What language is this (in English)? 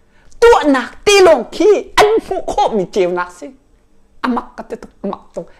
Hakha Chin